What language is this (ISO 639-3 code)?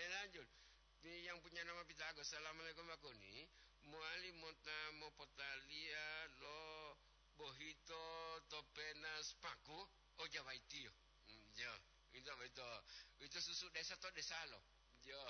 gor